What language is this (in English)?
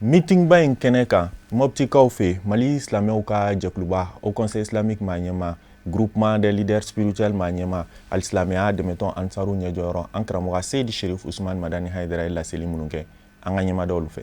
Bambara